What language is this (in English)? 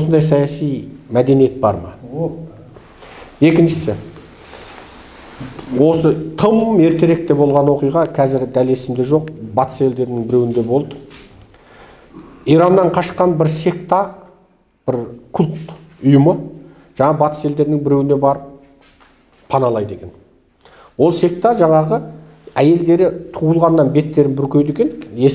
Kazakh